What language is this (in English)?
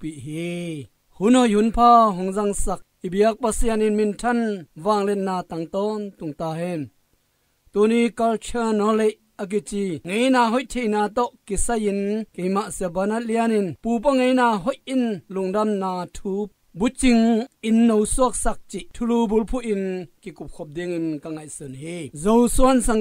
Tedim Chin